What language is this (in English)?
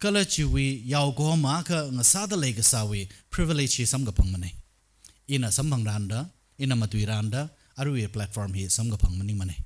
Tangkhul Naga (India)